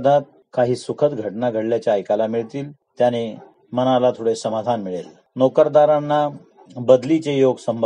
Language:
Marathi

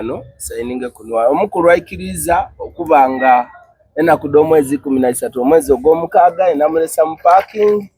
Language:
Soga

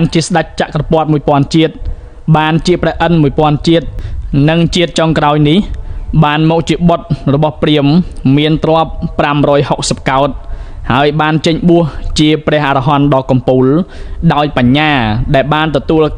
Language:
Khmer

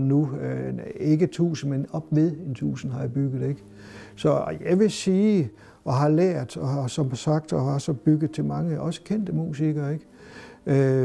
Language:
Danish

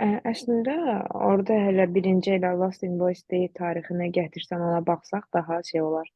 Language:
Azerbaijani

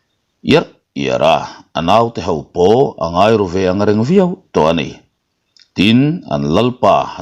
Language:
Mizo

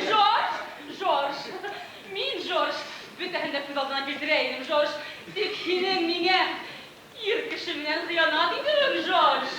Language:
Bashkir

